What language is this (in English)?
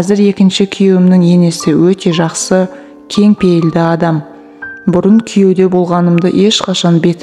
Kazakh